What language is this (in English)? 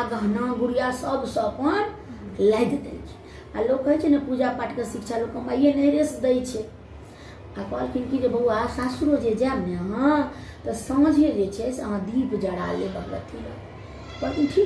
Maithili